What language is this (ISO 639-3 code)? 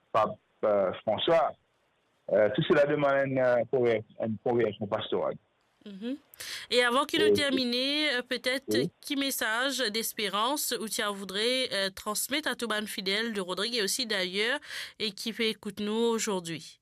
mfe